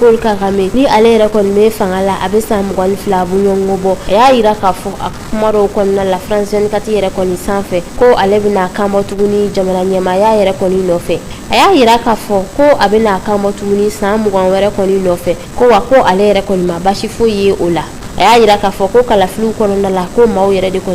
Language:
Bambara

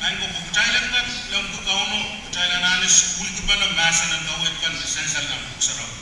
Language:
Pohnpeian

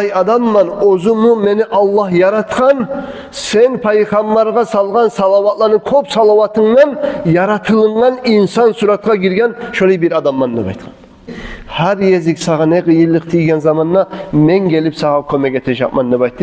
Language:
Kumyk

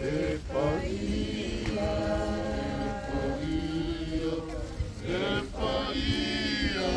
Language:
Samoan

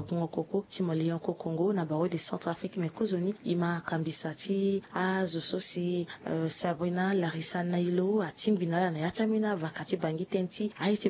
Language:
Sango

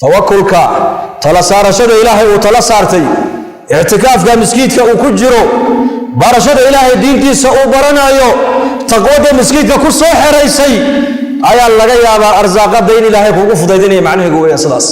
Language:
Somali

